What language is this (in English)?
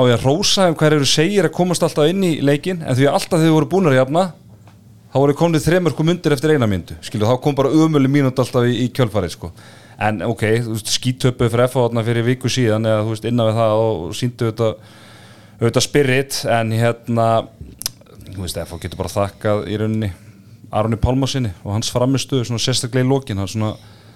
Icelandic